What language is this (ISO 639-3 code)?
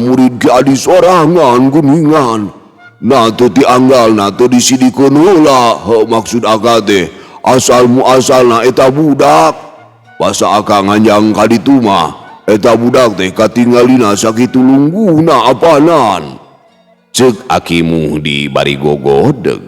sun